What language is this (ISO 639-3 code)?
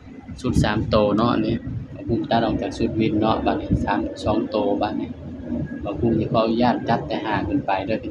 tts